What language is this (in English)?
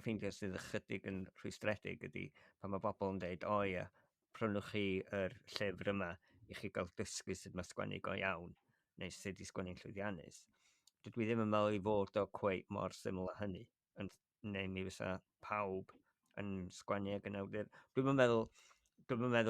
Welsh